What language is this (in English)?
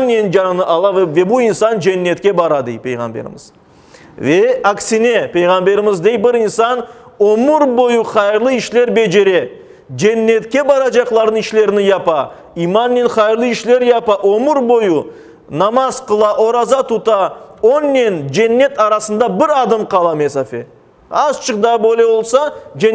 Crimean Tatar